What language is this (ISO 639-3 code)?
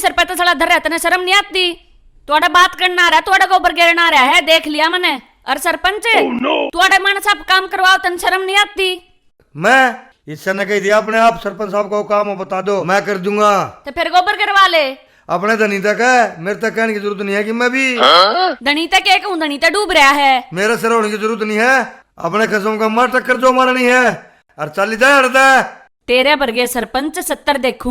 bgc